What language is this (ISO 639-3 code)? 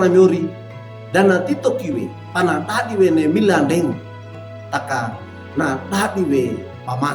wew